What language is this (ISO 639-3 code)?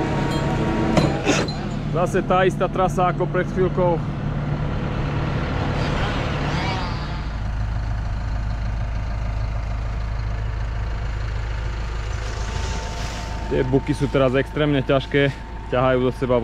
slk